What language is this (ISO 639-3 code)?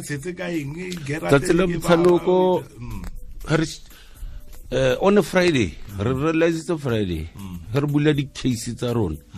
tsn